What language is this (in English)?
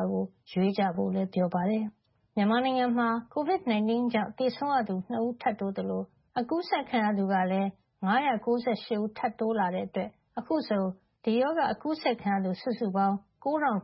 Burmese